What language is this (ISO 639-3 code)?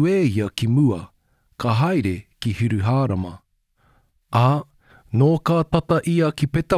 mri